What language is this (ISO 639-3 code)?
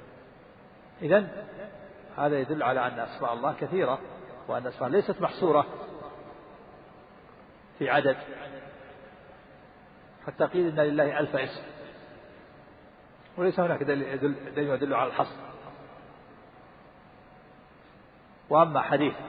ara